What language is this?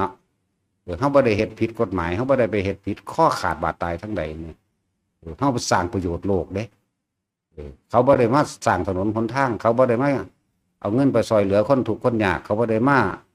Northeastern Thai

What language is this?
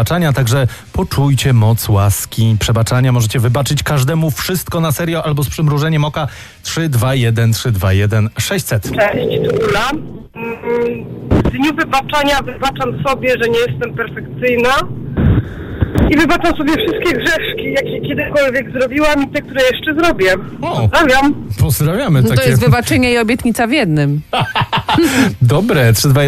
Polish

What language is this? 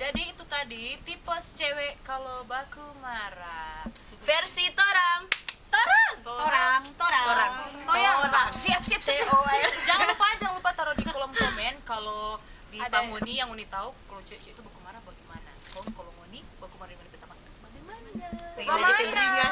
Manado Malay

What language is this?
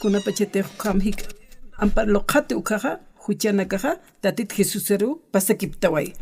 Aymara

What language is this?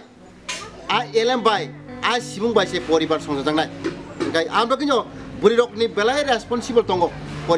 Kok Borok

